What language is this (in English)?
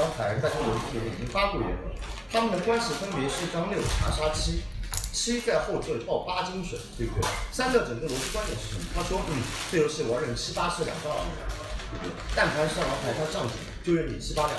Chinese